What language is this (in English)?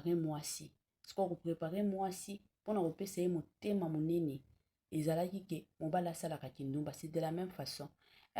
Lingala